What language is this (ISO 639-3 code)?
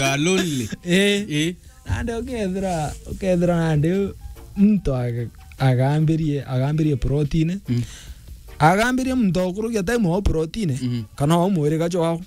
mer